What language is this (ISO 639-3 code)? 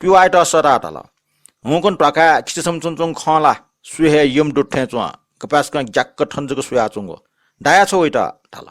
new